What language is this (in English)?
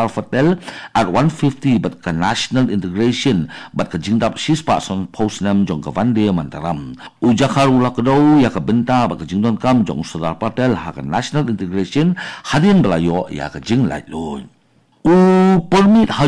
Khasi